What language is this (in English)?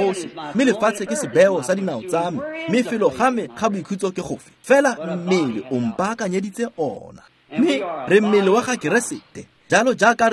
Tswana